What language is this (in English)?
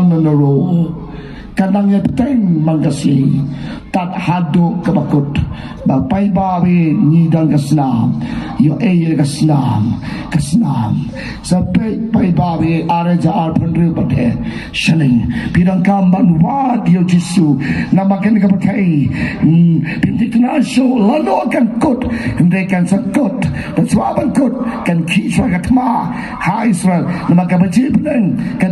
Khasi